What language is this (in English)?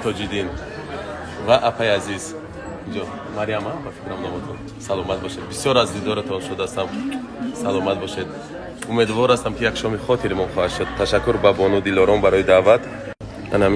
Tajik